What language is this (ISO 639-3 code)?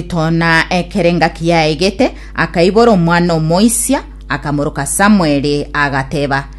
guz